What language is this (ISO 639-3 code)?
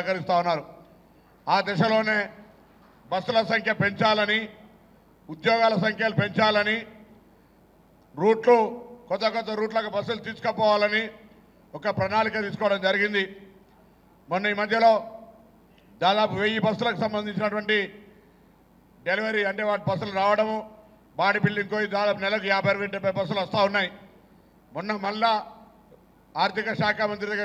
tel